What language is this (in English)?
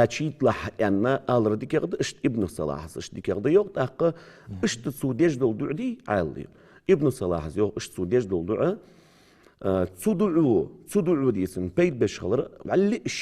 Ingush